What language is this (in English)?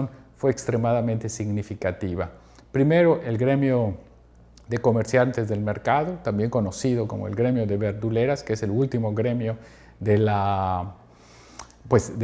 Spanish